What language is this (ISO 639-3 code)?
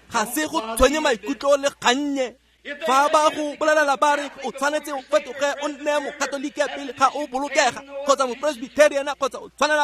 tsn